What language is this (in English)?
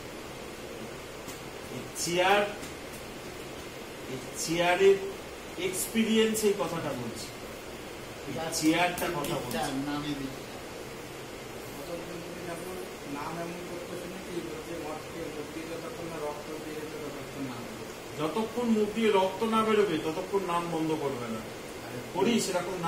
Bangla